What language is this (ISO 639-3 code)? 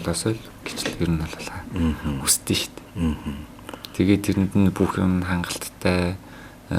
mon